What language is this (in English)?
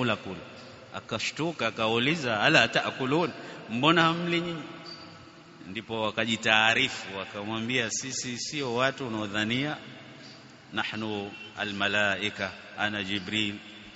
Swahili